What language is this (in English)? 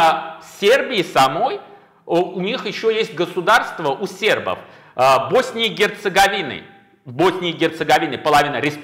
Russian